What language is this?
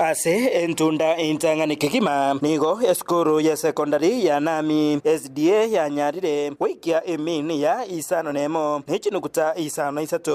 Gusii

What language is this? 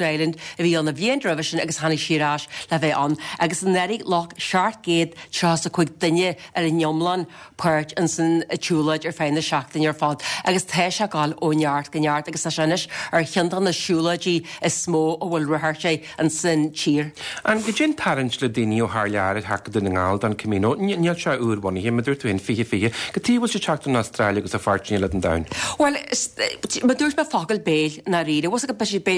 Irish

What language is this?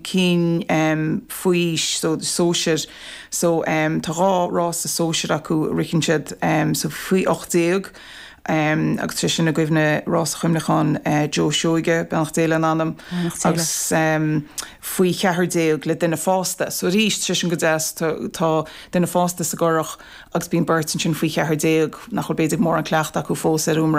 Irish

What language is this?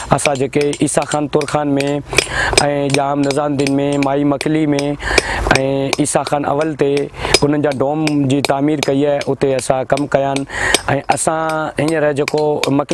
Sindhi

